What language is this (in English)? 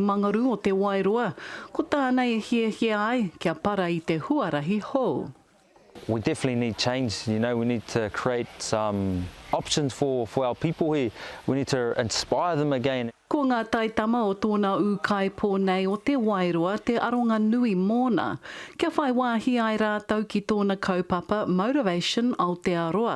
Māori